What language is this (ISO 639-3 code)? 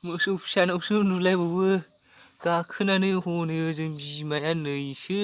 brx